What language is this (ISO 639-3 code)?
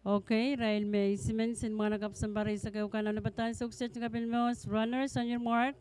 pon